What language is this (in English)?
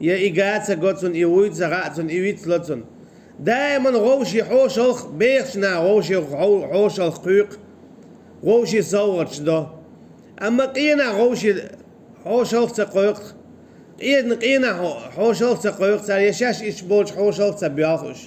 Chechen